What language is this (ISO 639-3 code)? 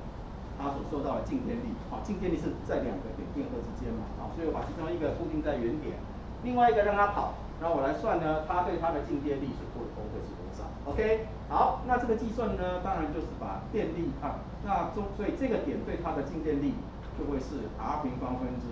zho